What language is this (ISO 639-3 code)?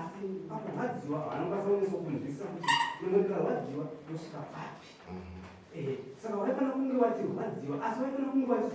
sna